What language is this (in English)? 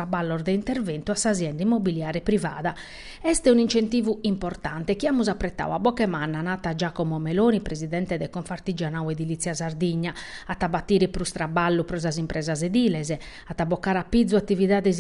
Sardinian